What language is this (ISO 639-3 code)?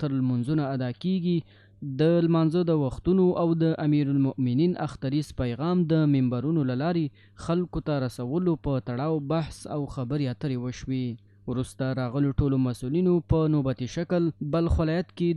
pus